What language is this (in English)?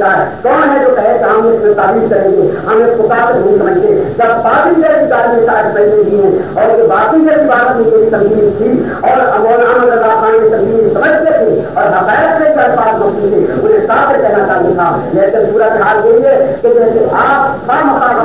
Urdu